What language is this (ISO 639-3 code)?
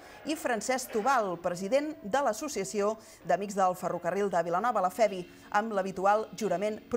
cat